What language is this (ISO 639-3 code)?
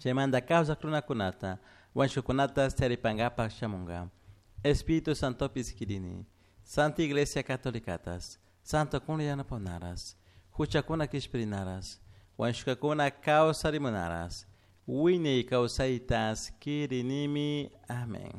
qug